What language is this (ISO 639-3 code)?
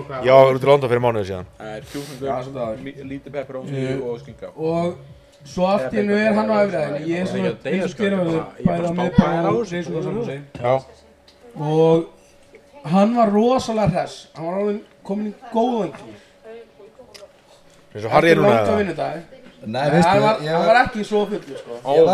isl